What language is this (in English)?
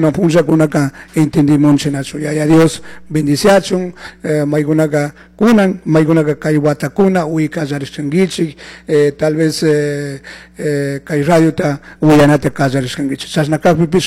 Chimborazo Highland Quichua